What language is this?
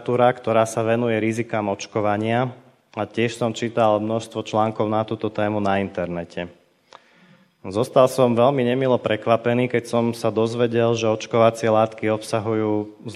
Slovak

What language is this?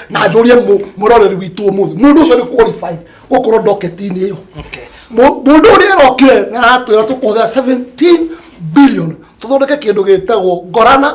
Kikuyu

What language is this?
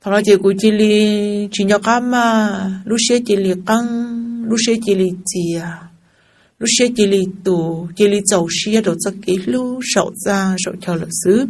Hmong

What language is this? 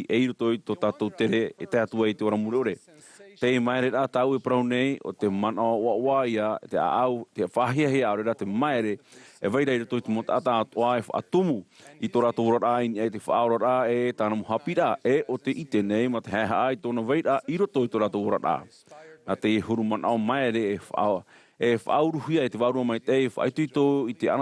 Tahitian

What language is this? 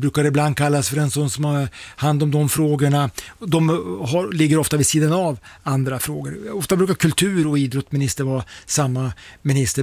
Swedish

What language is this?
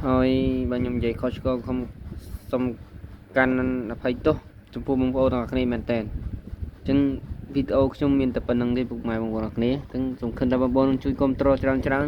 Khmer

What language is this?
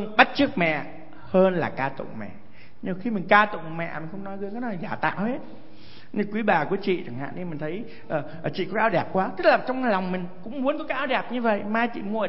Vietnamese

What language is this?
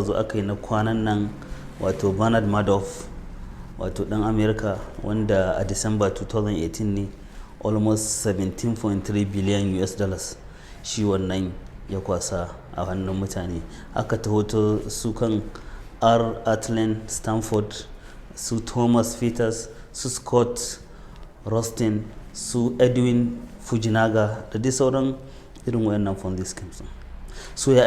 Hausa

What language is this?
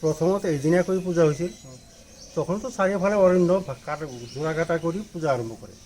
Assamese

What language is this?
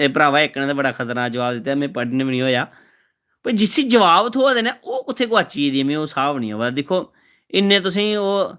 Dogri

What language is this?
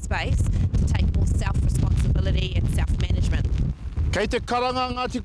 Māori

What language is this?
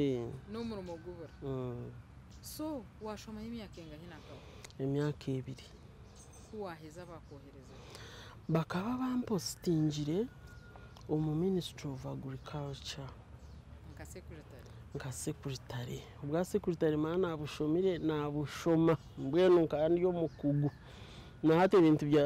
Nyankole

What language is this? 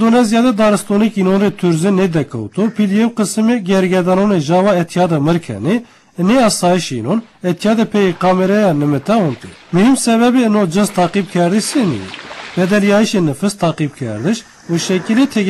Zaza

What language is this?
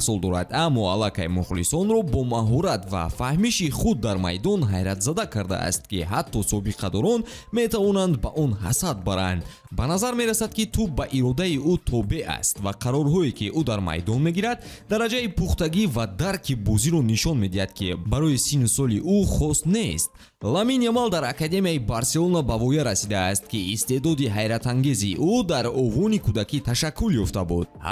Tajik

